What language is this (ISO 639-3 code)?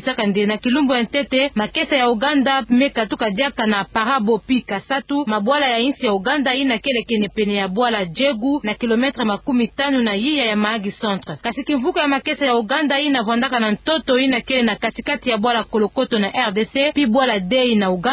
ktu